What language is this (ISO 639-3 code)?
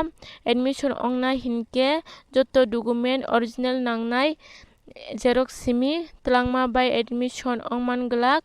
trp